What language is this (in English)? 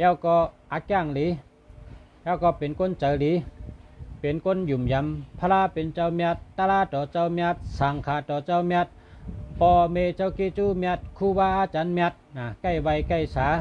Shan